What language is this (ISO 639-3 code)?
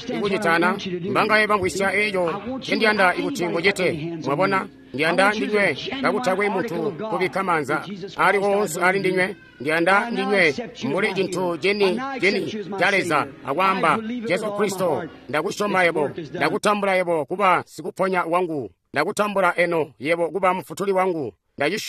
toi